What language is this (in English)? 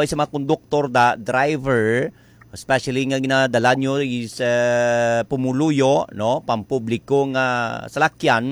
Hiligaynon